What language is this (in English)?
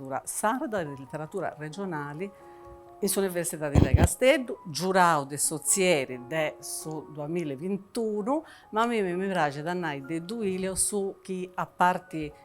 Sardinian